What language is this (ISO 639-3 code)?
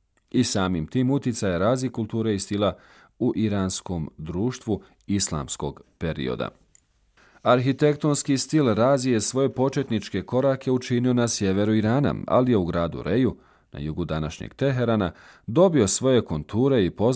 bos